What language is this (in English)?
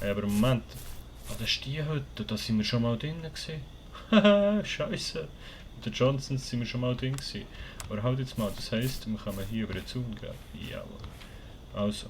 Swiss German